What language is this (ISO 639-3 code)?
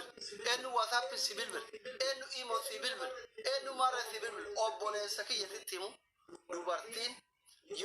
orm